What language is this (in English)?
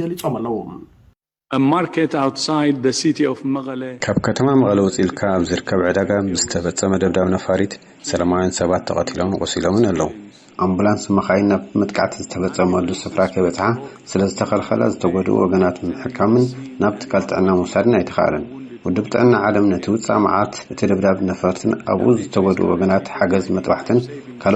Tigrinya